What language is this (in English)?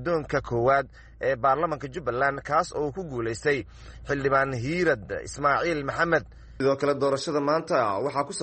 Somali